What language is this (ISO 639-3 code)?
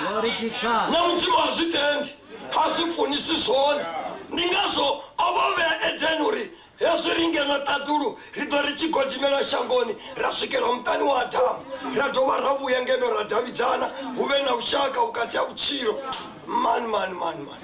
ven